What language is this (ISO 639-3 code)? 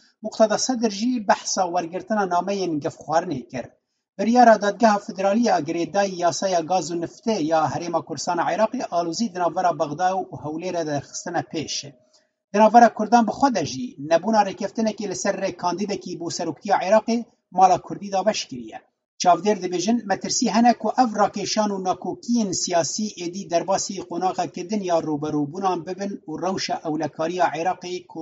kur